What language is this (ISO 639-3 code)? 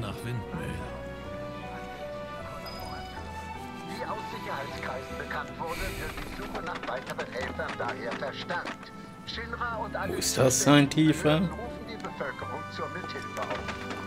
deu